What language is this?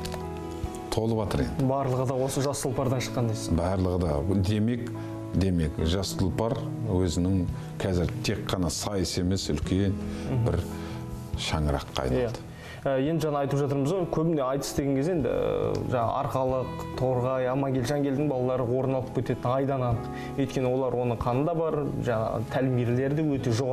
Kazakh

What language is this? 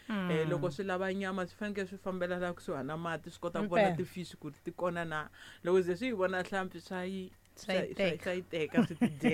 Tsonga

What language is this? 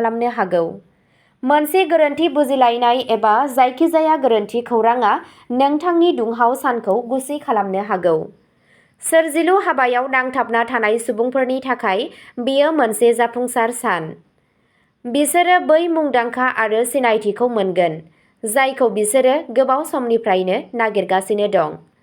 Bodo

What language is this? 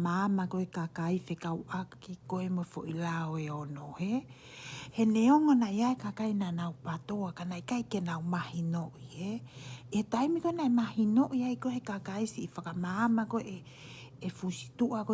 Tongan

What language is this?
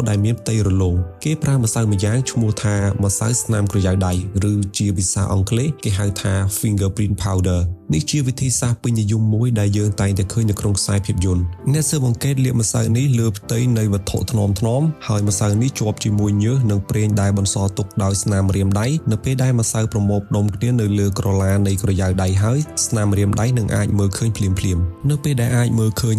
Khmer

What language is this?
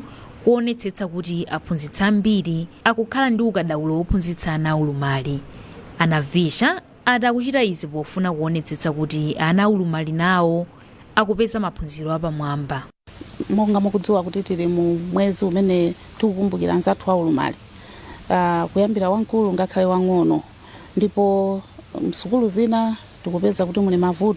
Nyanja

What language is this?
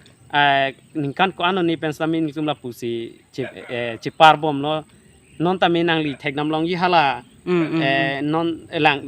Karbi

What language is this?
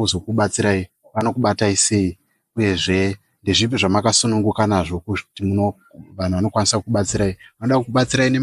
Shona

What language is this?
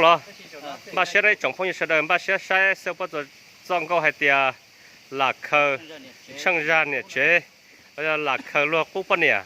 Hmong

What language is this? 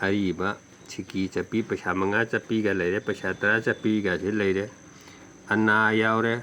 Manipuri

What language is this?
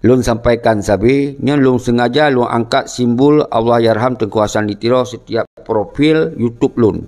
Achinese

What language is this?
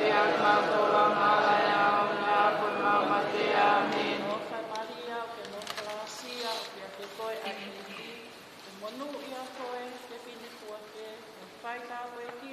Tongan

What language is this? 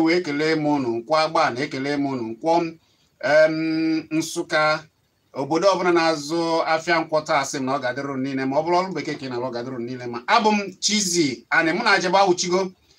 Igbo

